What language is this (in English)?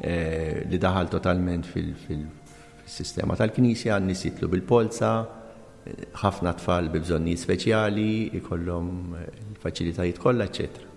Maltese